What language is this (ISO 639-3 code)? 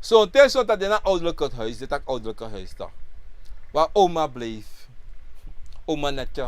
srn